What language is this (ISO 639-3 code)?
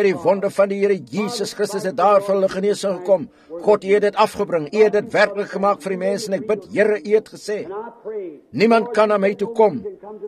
afr